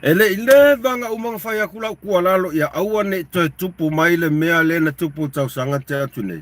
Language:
Samoan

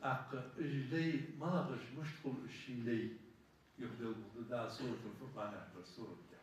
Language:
Ingush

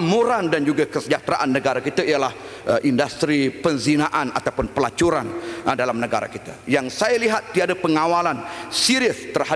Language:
Malay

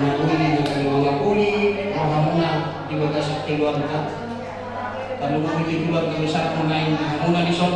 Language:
Batak Toba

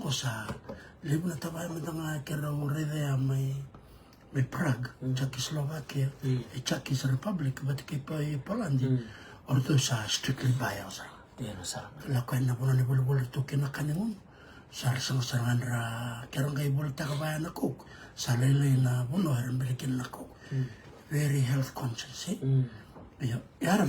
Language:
Fijian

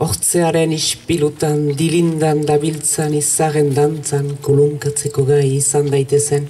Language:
Basque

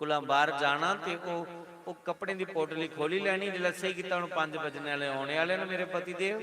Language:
Dogri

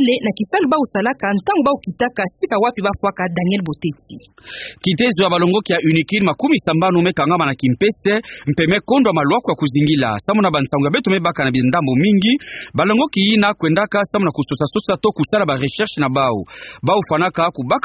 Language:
Kituba (Democratic Republic of Congo)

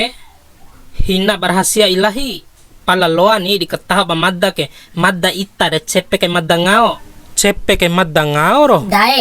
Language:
Bima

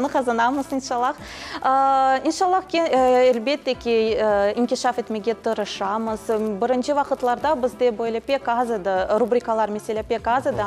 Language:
Crimean Tatar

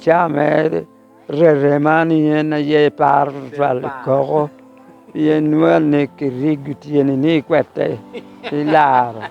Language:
Lango (Uganda)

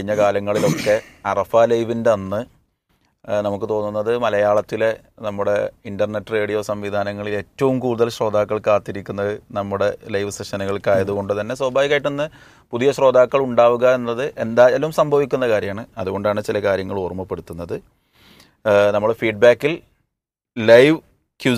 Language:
Malayalam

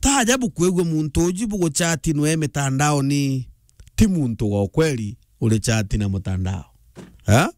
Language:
Meru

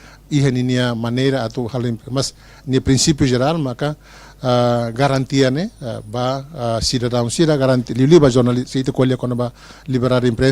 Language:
Tetum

